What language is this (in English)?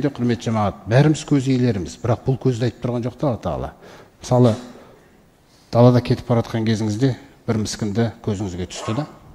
Kazakh